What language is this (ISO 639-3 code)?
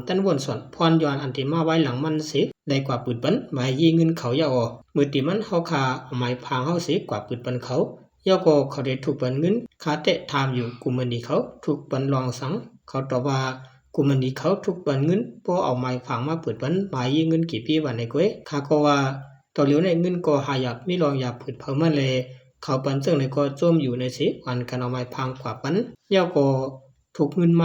shn